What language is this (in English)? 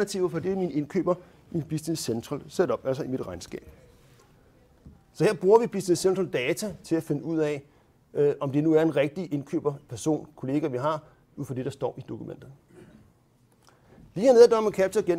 Danish